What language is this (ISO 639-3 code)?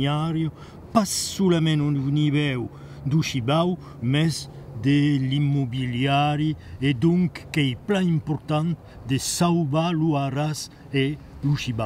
oci